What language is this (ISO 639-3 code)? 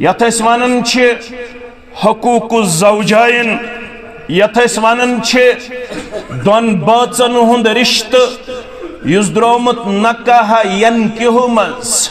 kas